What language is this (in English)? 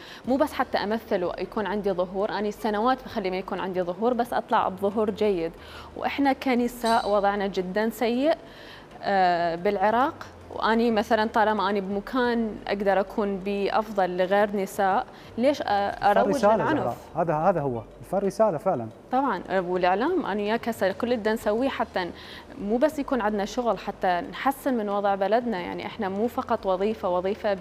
Mesopotamian Arabic